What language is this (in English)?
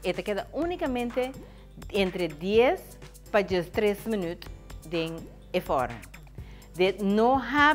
Portuguese